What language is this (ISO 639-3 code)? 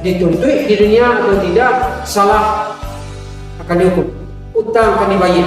min